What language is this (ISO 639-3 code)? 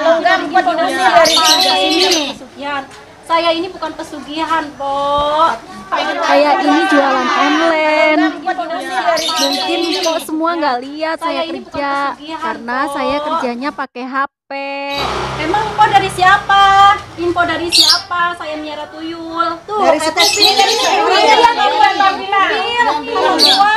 bew